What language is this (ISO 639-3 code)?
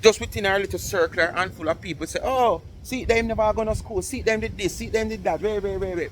jam